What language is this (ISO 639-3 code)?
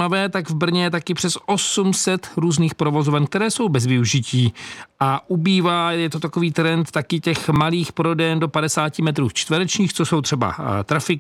ces